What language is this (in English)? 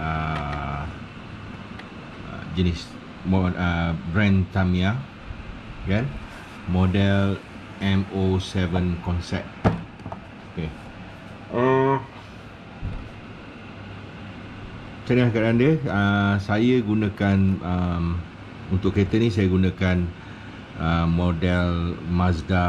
Malay